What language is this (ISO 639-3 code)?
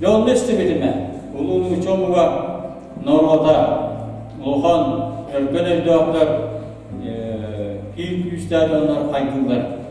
sah